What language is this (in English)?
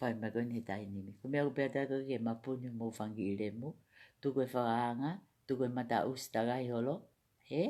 Tongan